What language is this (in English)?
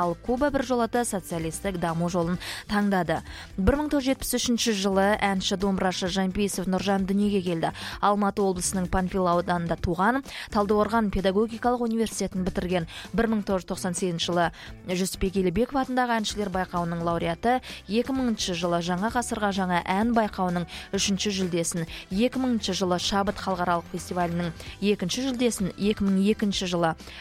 Kazakh